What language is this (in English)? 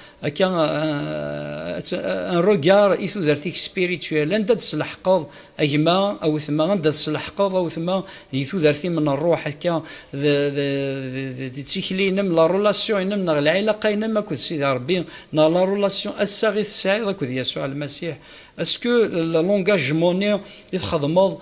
Kabyle